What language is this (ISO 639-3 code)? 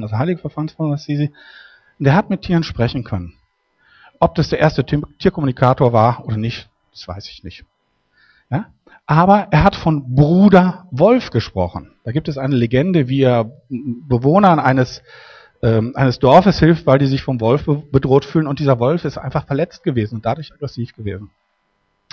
deu